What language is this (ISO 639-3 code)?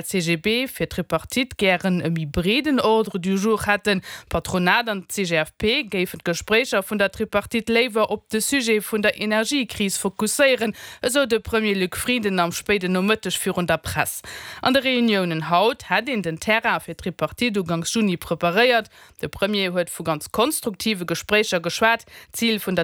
ltz